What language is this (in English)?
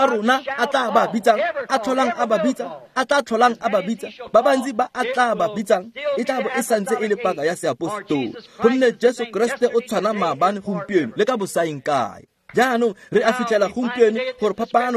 Tswana